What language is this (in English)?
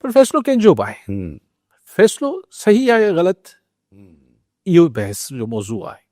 Sindhi